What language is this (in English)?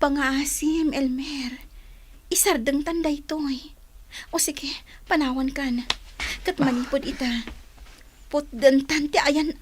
Iloko